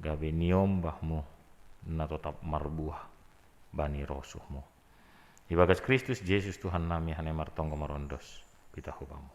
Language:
Batak Simalungun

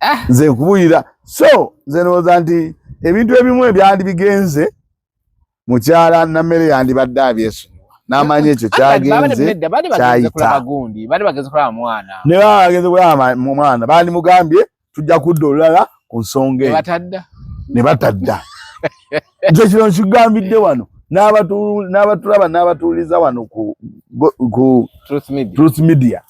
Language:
Ganda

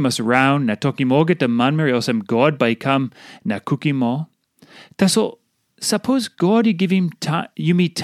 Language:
Tok Pisin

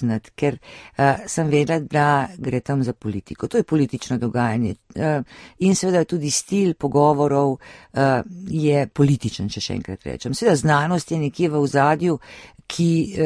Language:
Slovenian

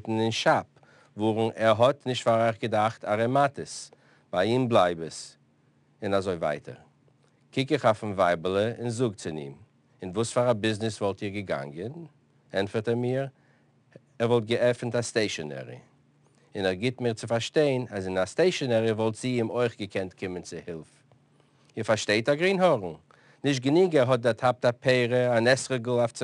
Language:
Yiddish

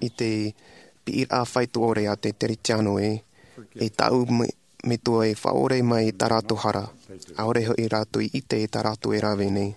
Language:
Tahitian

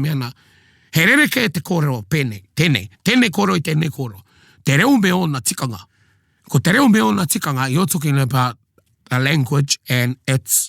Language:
Māori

